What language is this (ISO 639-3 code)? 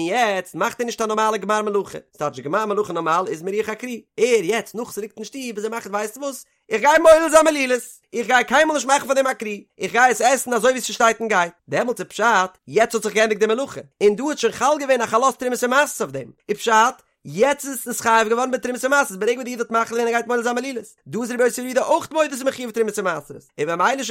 yid